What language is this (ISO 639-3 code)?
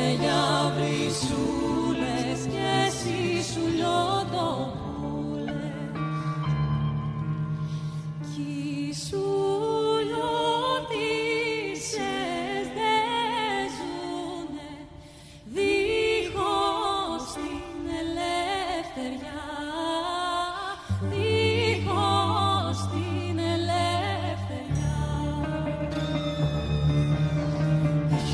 ell